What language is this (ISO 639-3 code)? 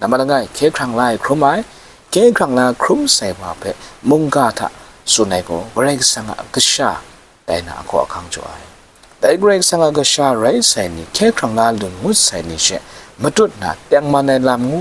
kac